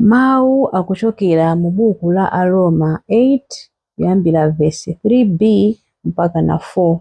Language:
Nyanja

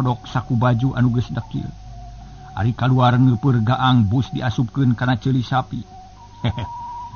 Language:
Sundanese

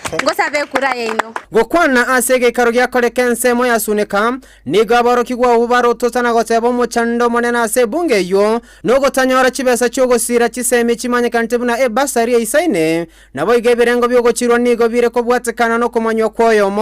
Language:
Gusii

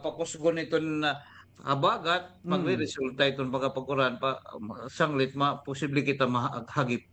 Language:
Waray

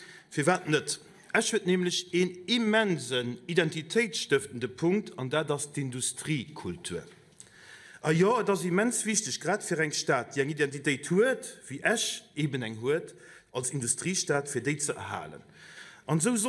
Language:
Luxembourgish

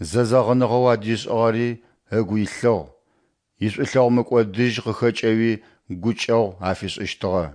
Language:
Adyghe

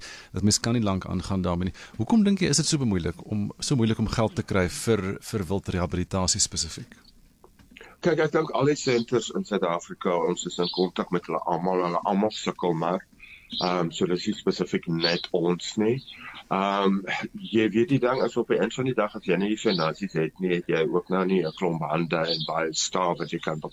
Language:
Afrikaans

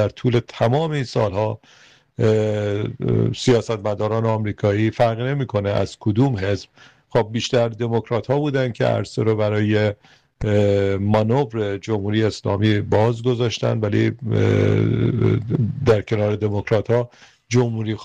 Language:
Persian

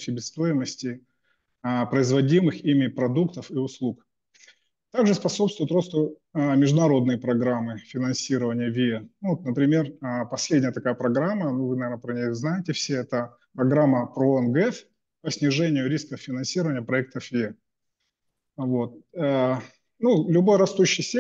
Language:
Russian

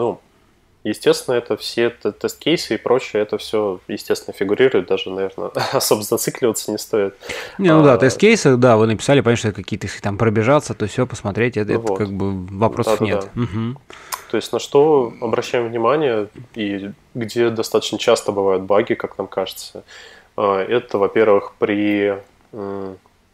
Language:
Russian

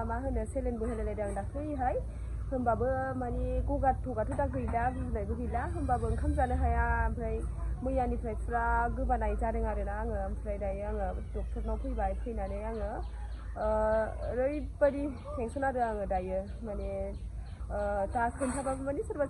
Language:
Bodo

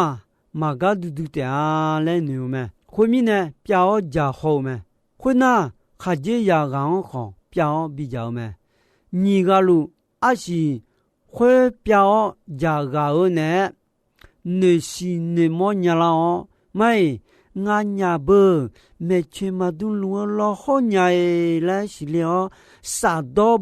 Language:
Akha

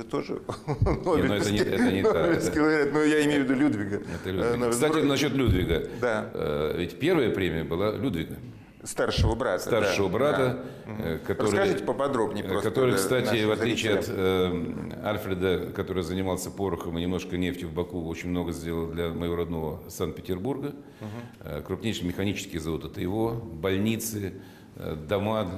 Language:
Russian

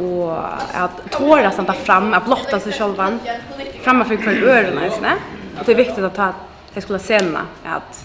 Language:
Faroese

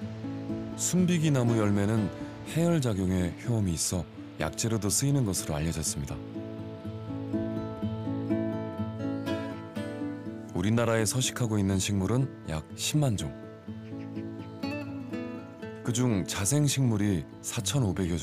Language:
Korean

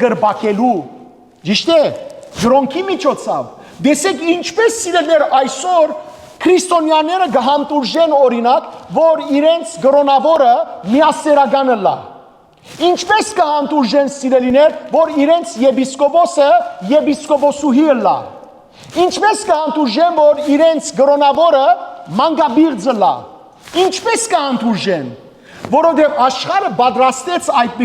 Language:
Western Armenian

